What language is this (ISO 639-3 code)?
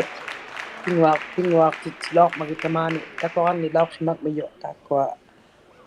iku